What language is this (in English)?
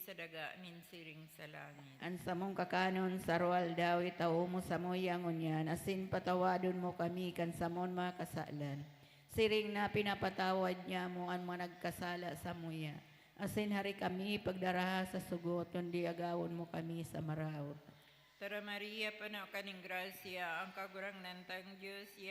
Bikol